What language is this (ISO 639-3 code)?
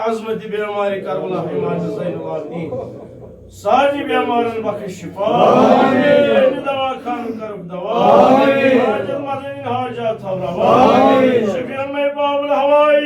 kas